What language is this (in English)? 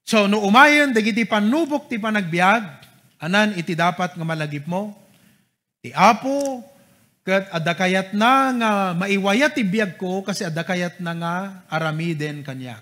Iloko